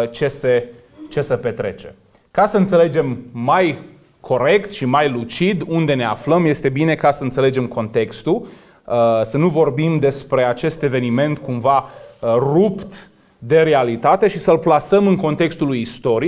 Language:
Romanian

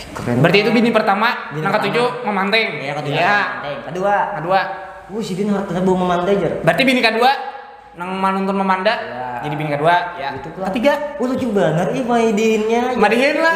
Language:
Banjar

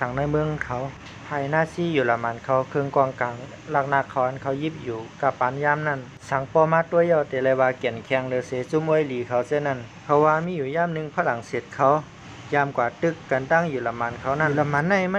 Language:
Shan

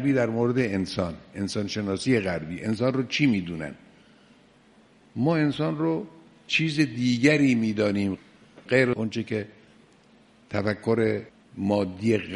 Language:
Persian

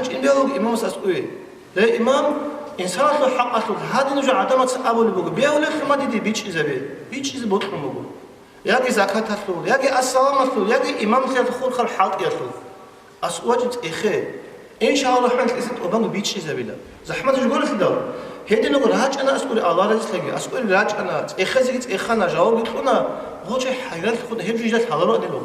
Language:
Avaric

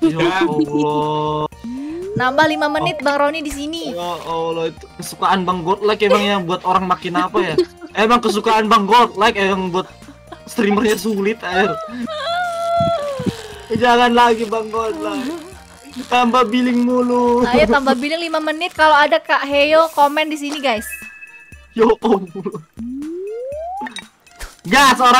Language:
Indonesian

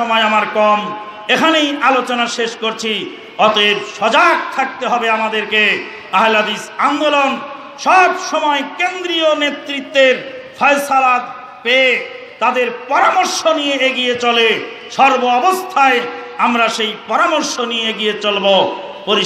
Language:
Bangla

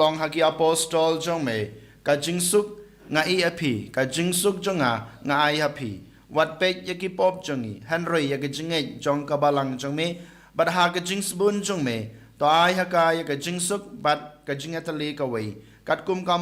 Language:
Khasi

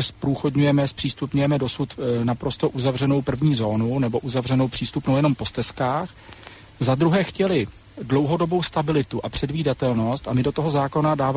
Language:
Czech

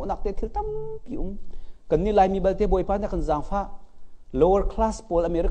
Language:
Hakha Chin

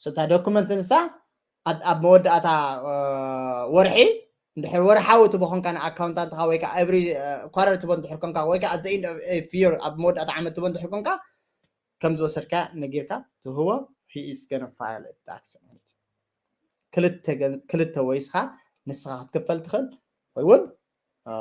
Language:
Tigrinya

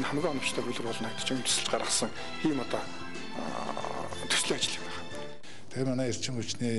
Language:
Mongolian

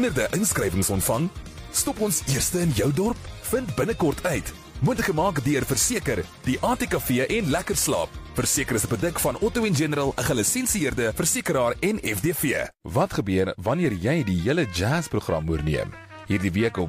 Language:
Afrikaans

